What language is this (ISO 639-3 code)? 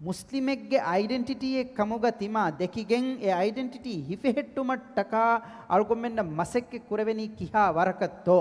div